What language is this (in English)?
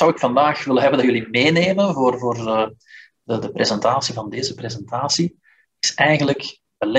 Dutch